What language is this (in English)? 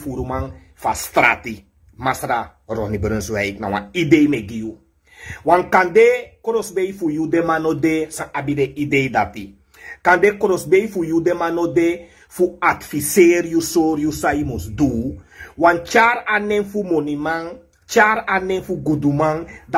Sranan Tongo